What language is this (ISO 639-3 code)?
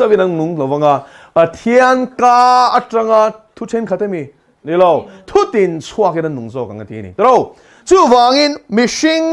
lus